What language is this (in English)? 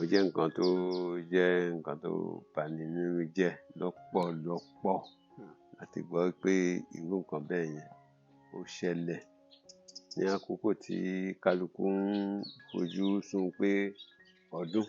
Yoruba